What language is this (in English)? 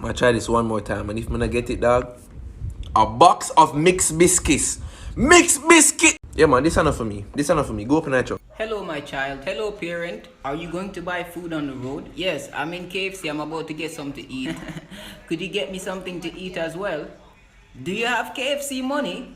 Jamaican Creole English